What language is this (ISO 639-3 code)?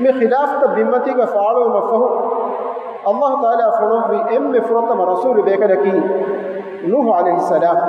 div